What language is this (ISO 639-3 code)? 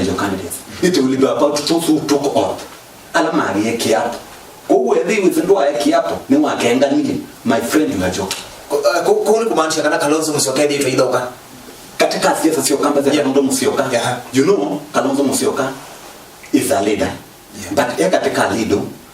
kam